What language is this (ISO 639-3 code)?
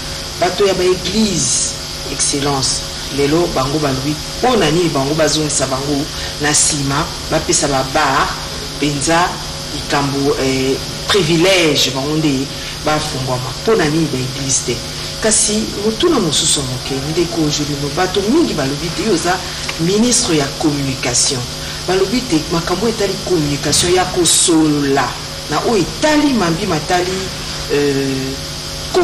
lin